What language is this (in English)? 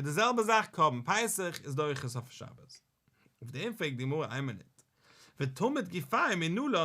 Yiddish